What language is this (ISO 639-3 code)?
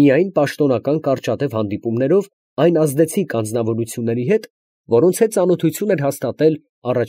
hye